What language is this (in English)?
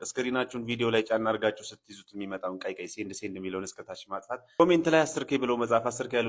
Amharic